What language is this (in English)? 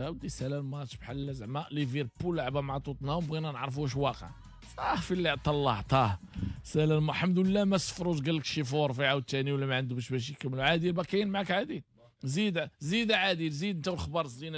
Moroccan Arabic